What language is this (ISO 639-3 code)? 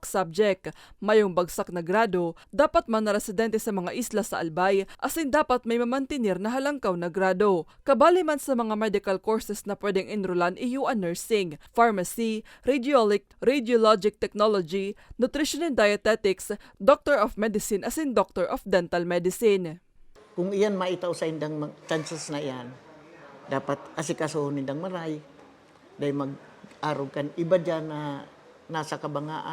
bik